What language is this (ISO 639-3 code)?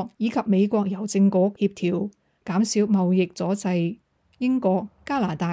yue